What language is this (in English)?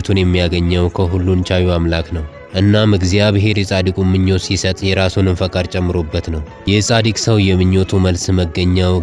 Amharic